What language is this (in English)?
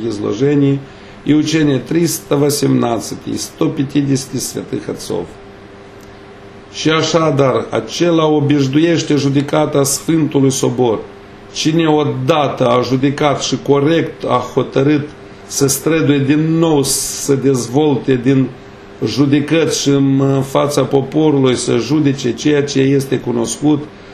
Romanian